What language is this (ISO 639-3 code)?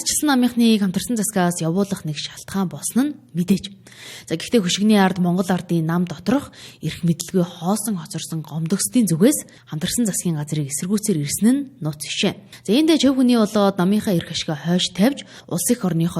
mon